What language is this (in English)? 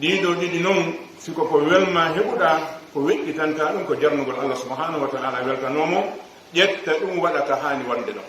Pular